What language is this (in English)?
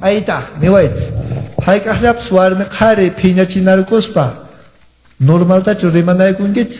Quechua